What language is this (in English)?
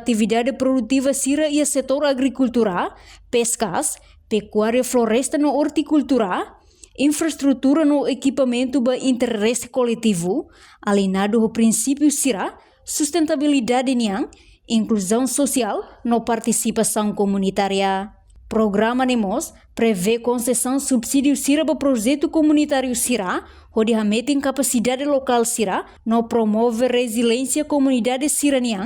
Tetum